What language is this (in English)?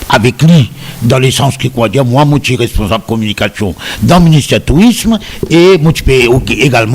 Morisyen